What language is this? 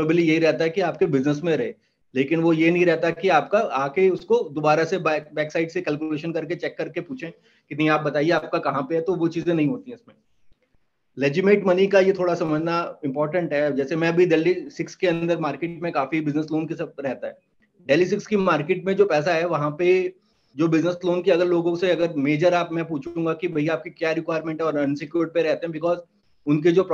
Hindi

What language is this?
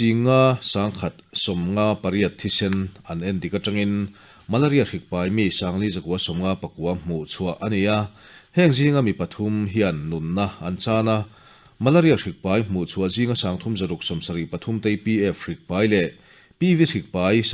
Mizo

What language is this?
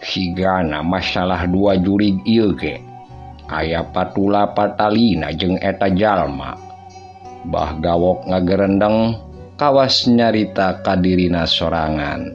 Sundanese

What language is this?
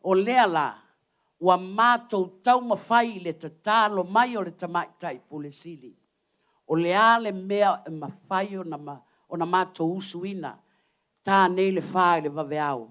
Samoan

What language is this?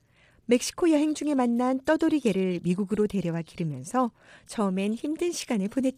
Korean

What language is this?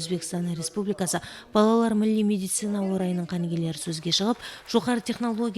Kara-Kalpak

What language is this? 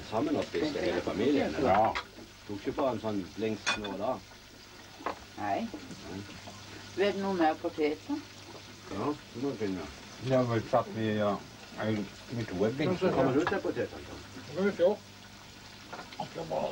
Norwegian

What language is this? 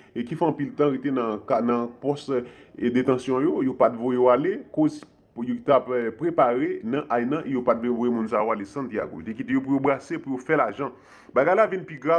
Haitian Creole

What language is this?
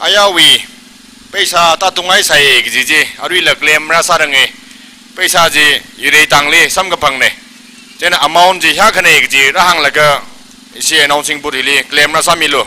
Tangkhul Naga (India)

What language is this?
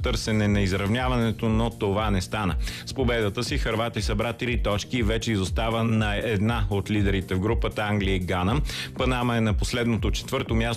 Bulgarian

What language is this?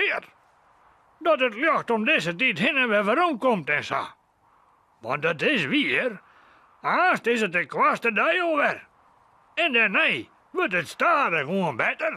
Western Frisian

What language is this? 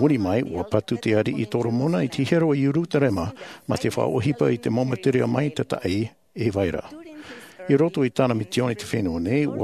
Tahitian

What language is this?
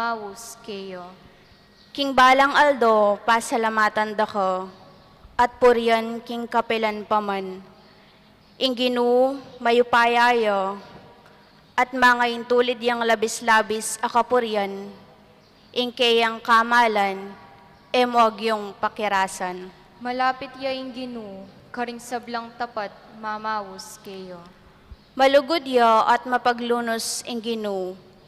Pampanga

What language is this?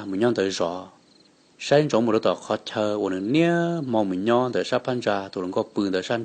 Hmong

